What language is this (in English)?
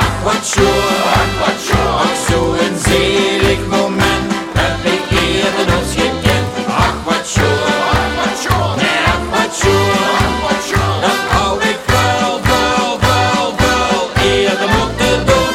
Limburgish